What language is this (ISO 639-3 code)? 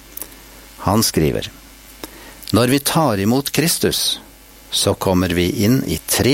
nor